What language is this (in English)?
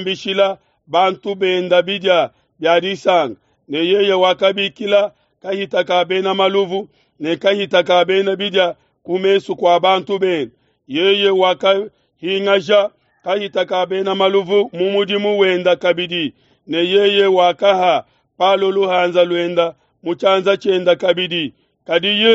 Luba-Lulua